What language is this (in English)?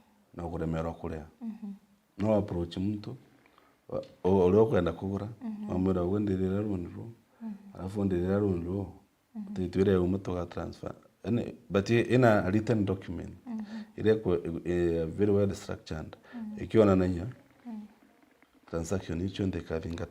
Meru